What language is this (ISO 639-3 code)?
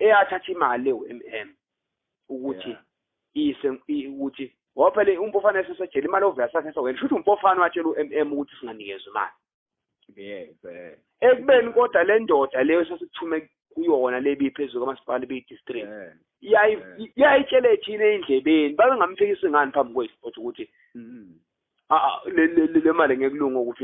zul